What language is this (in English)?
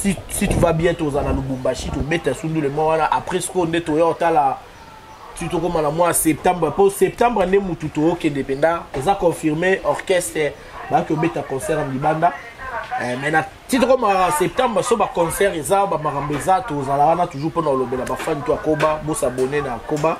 Lingala